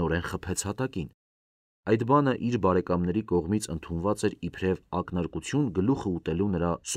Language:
Armenian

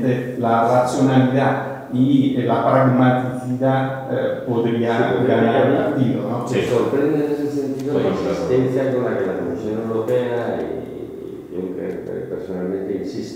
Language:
Spanish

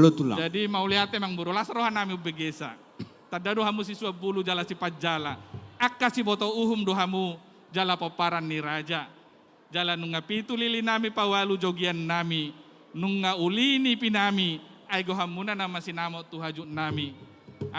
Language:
Batak Toba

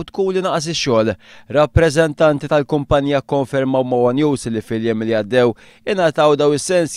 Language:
Maltese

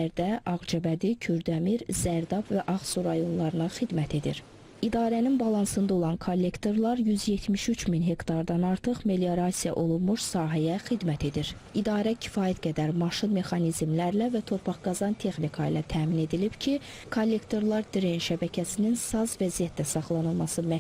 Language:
Azerbaijani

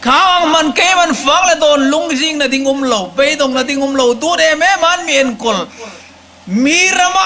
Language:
Hmar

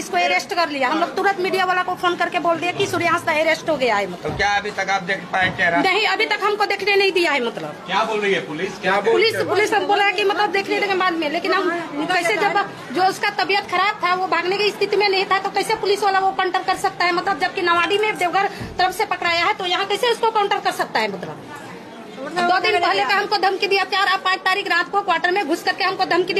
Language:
Santali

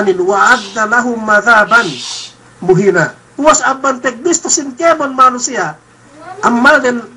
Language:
Yakan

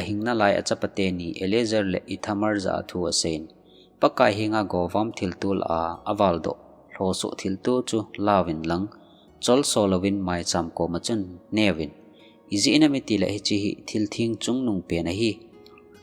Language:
Thado Chin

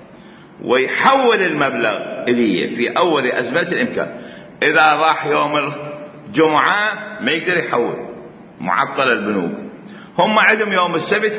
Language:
Mesopotamian Arabic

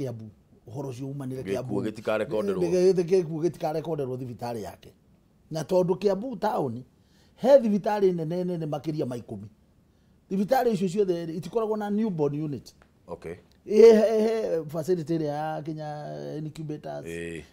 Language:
Kikuyu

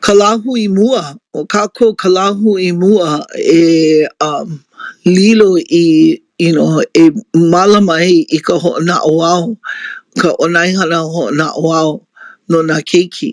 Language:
Hawaiian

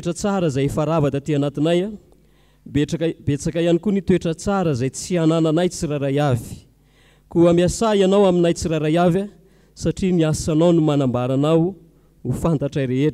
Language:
Malagasy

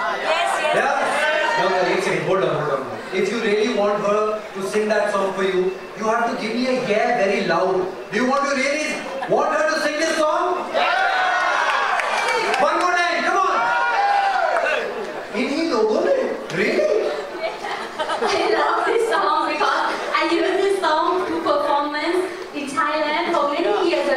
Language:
Hindi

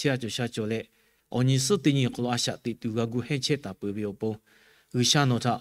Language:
Lahu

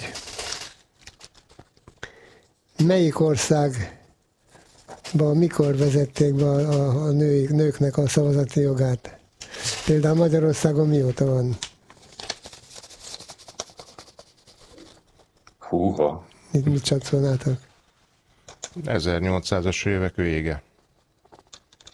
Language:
Hungarian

